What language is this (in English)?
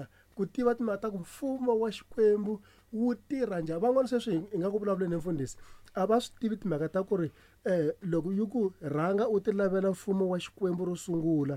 Tsonga